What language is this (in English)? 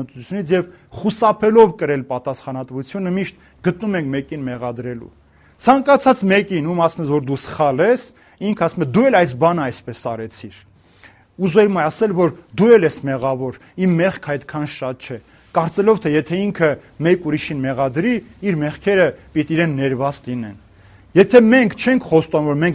Armenian